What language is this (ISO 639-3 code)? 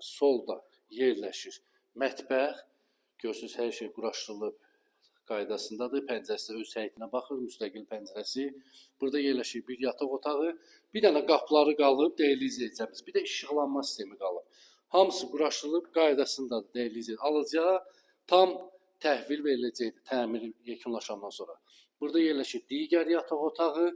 aze